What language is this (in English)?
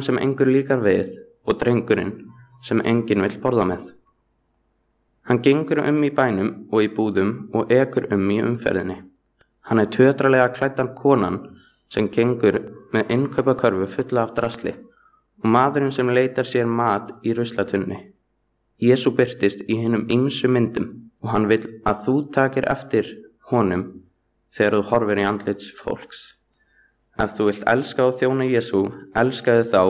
Icelandic